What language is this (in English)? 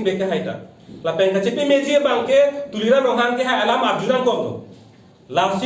Karbi